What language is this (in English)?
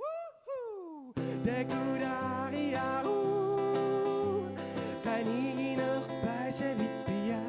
Kalaallisut